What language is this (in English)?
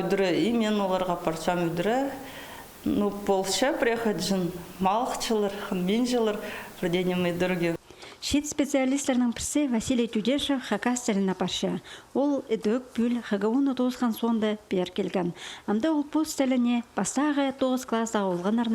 Khakas